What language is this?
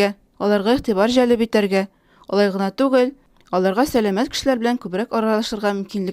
Tatar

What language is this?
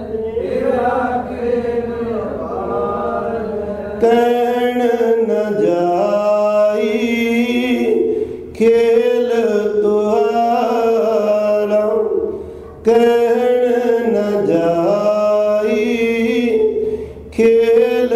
Punjabi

